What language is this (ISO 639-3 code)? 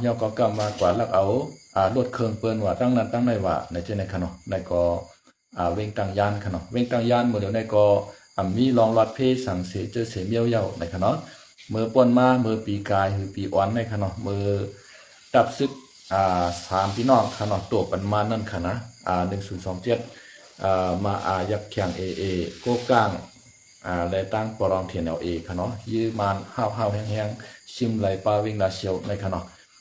shn